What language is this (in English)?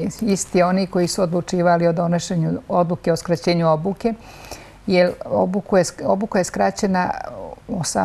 Serbian